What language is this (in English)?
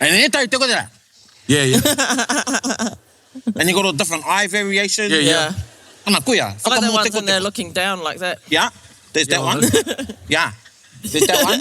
Māori